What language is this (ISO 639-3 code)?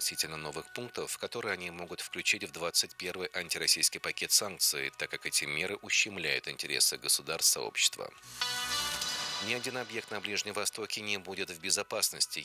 rus